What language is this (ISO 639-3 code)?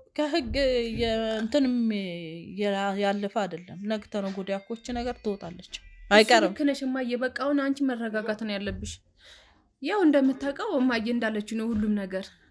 amh